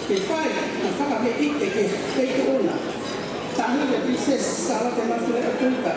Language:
Tongan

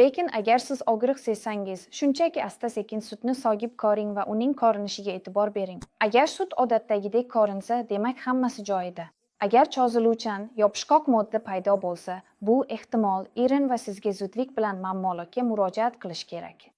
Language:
Uzbek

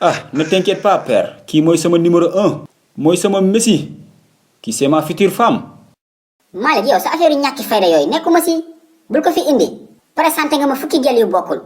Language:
Wolof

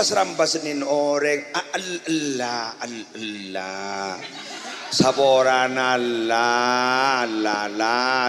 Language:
Madurese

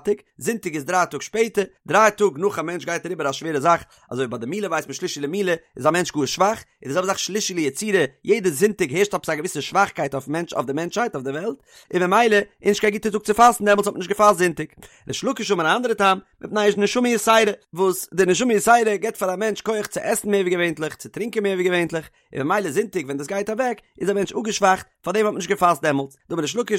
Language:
Yiddish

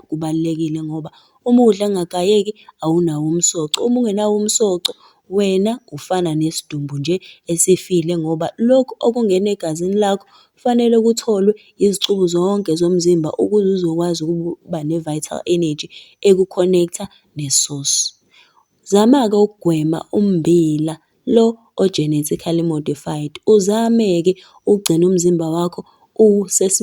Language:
Zulu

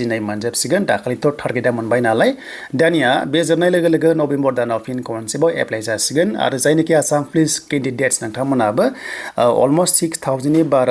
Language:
Bodo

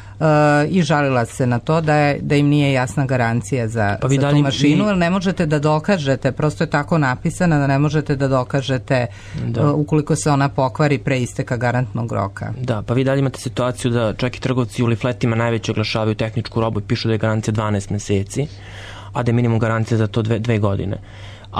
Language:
Serbian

